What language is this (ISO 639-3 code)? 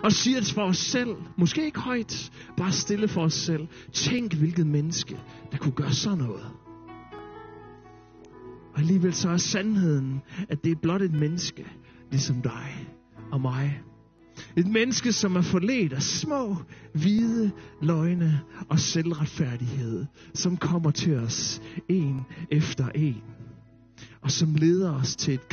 dan